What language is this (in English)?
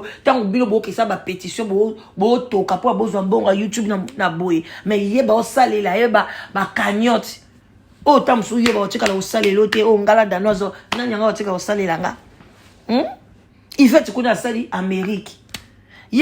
Lingala